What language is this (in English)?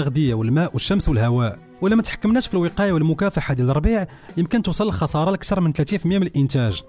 Moroccan Arabic